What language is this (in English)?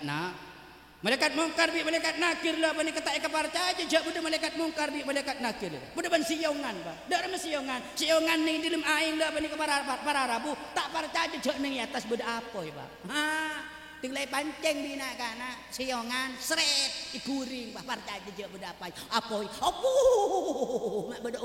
Madurese